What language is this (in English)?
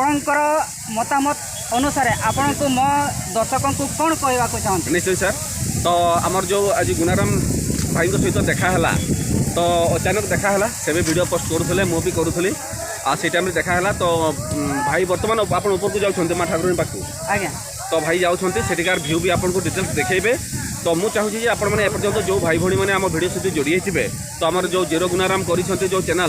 Odia